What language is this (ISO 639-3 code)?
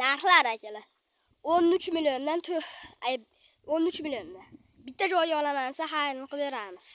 uzb